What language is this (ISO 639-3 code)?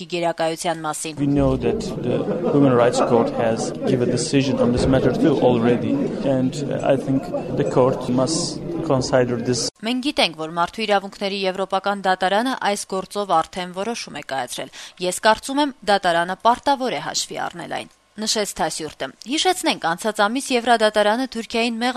hye